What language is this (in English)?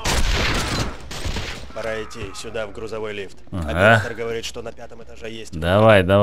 Russian